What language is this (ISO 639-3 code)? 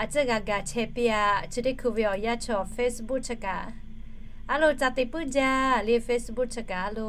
lhu